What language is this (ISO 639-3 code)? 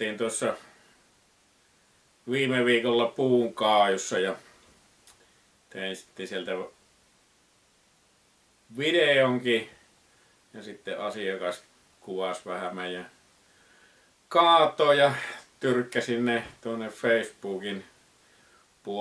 fin